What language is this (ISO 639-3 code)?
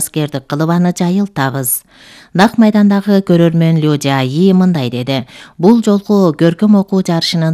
kir